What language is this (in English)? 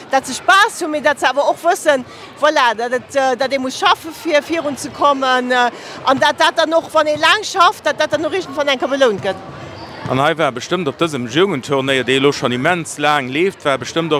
Luxembourgish